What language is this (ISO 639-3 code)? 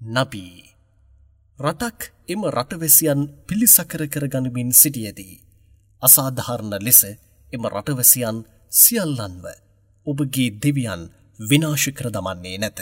sin